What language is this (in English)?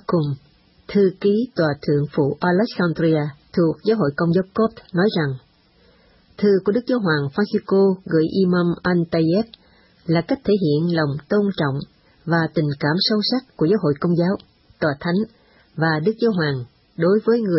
Vietnamese